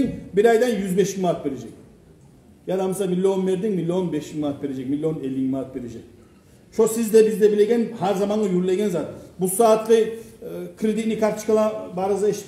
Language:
Kumyk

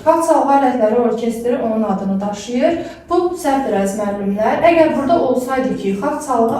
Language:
Azerbaijani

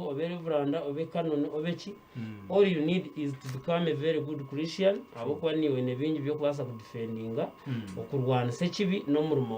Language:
Nyankole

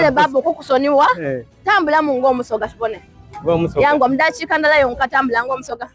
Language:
Soga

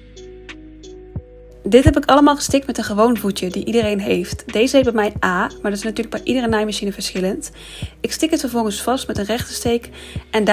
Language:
Dutch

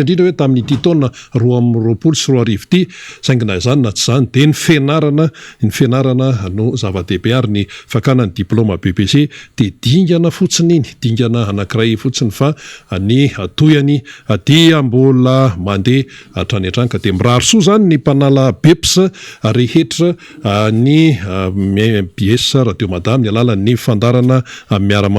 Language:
Malagasy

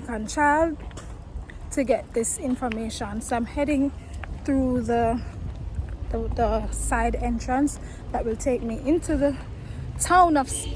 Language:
Jamaican Creole English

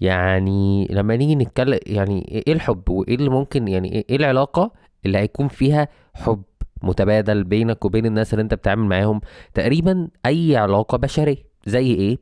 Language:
Egyptian Arabic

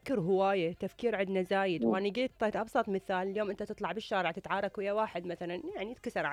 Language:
Mesopotamian Arabic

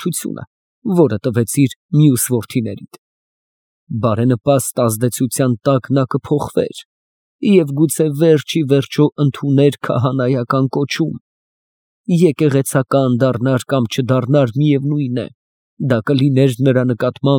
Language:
Armenian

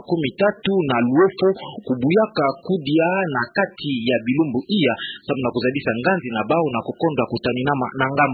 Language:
Kituba (Democratic Republic of Congo)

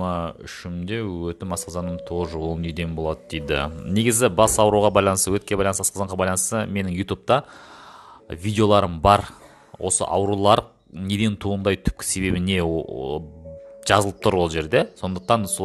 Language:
Kazakh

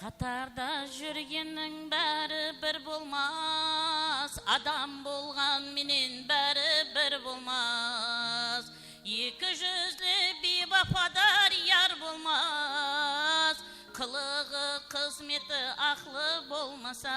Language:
Kara-Kalpak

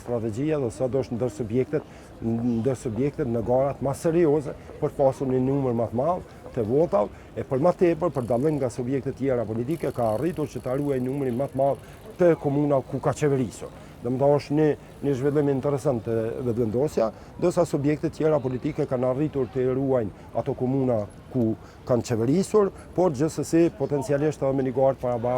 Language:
Albanian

